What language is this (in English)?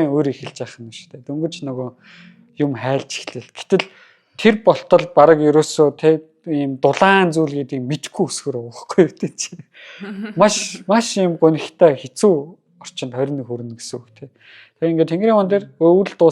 Mongolian